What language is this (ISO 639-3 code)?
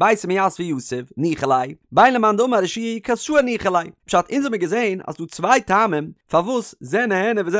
yid